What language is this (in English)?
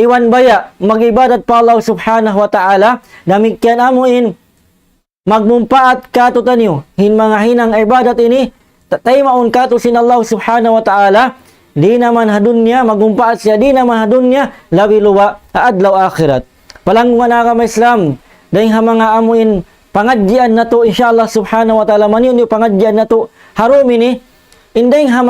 Tausug